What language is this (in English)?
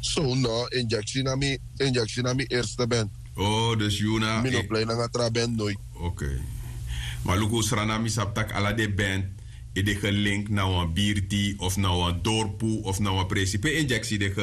Sranan Tongo